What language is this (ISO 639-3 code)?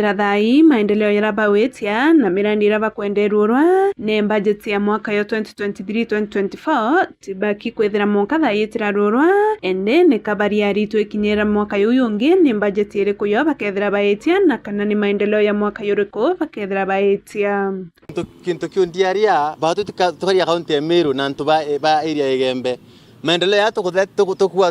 mer